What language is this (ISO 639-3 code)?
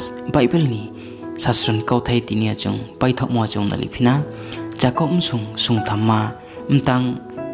ria